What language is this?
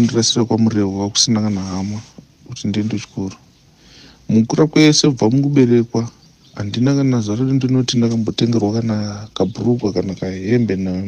Shona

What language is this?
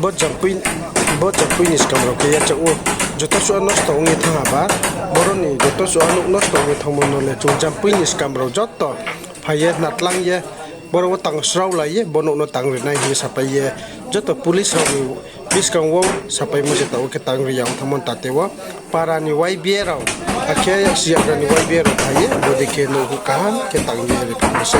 Riang (India)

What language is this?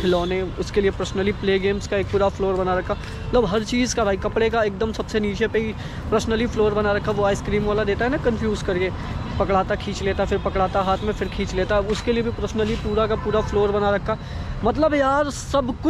Hindi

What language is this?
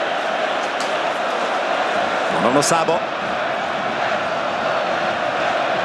Croatian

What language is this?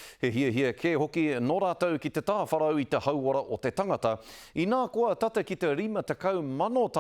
Māori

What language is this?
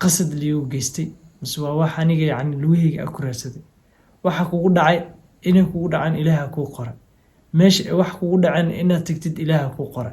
Somali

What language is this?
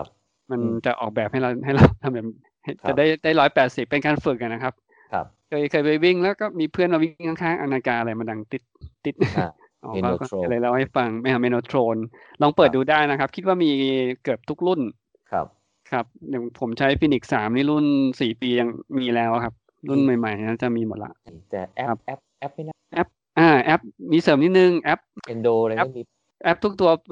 Thai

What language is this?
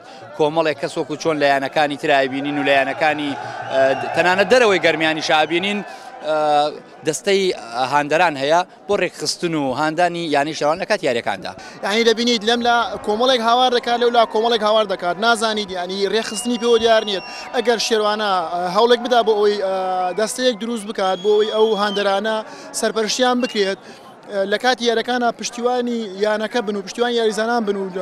Central Kurdish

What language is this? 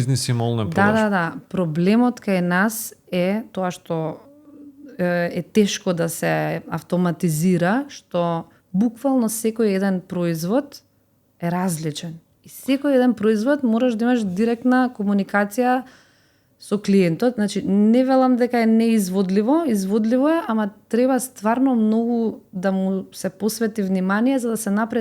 Macedonian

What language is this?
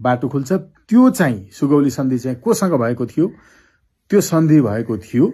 Nepali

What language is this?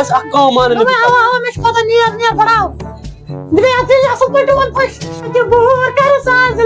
Kashmiri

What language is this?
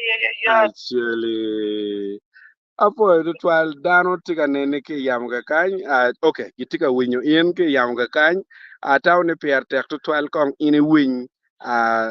Acoli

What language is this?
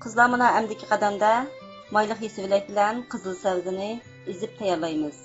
Uyghur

